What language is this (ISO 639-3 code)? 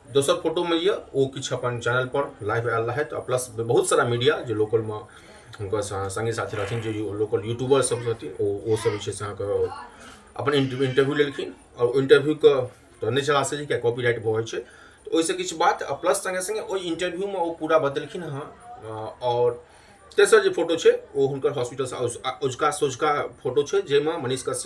mai